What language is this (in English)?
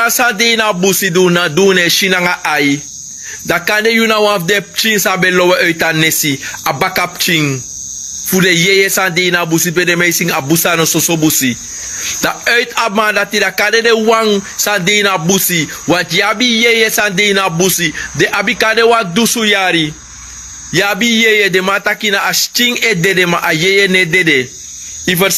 Sranan Tongo